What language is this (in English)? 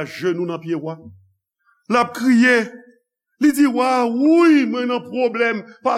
Haitian Creole